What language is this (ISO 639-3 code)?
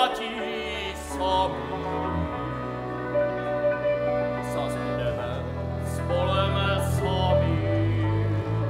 ces